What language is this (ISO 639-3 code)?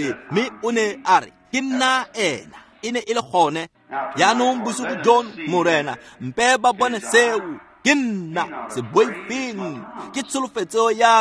tsn